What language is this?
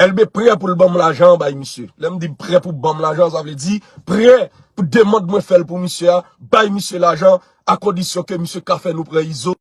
Haitian Creole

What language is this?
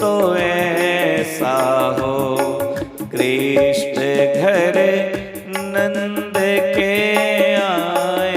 Dogri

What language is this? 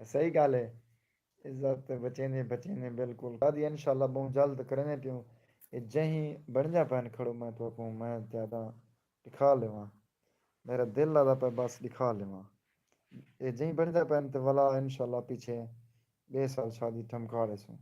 Saraiki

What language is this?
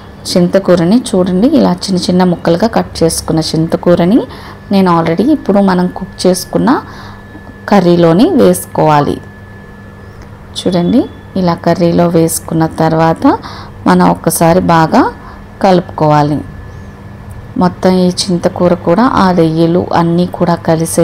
Telugu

